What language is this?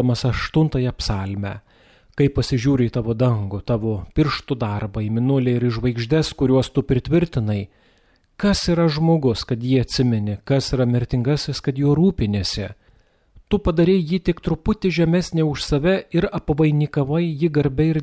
Lithuanian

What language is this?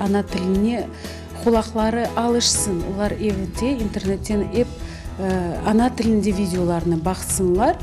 Crimean Tatar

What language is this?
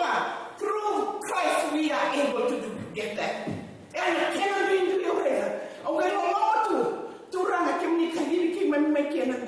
Fijian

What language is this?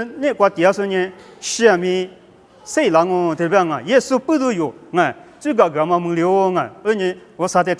Lisu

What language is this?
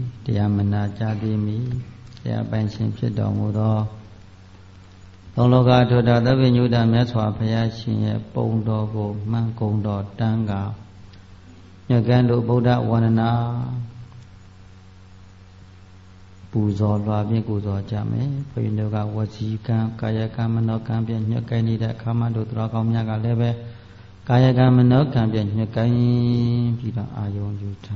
Burmese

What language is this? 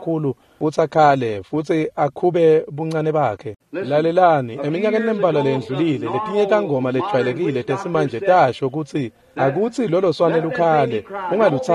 Swati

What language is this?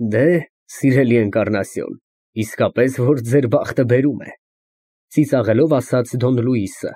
Armenian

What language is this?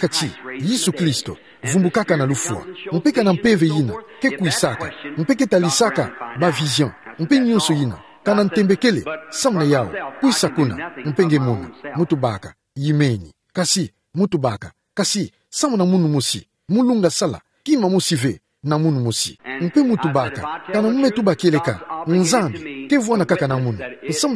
Kituba (Democratic Republic of Congo)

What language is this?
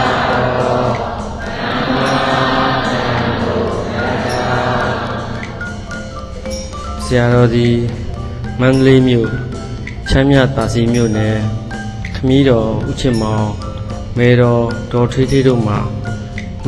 Burmese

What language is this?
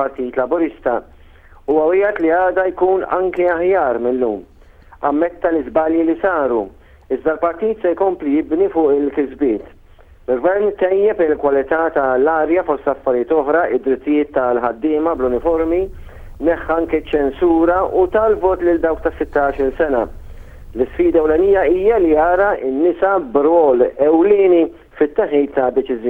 Maltese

